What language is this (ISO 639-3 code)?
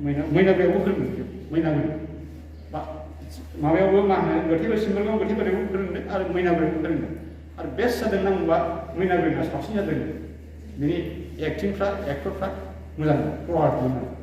brx